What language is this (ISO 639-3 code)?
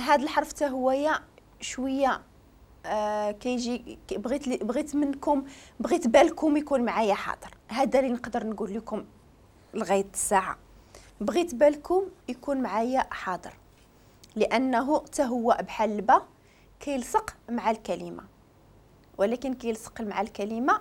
ary